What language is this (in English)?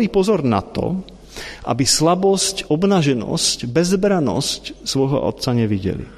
Slovak